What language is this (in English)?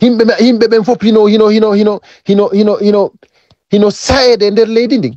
Fula